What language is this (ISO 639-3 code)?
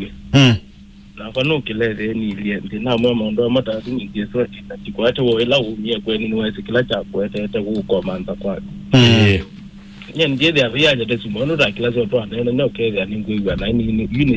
kam